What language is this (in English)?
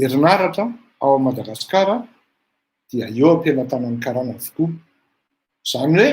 Malagasy